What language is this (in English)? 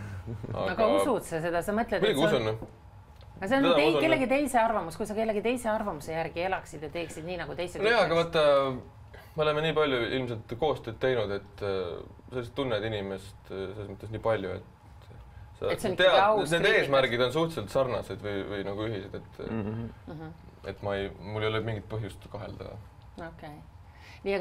Estonian